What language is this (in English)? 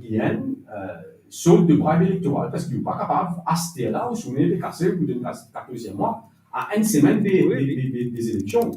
Morisyen